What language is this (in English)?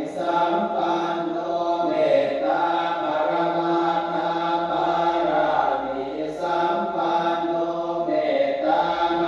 Pali